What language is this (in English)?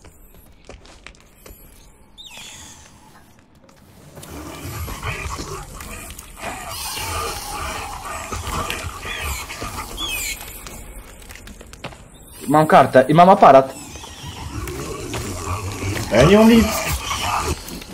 Polish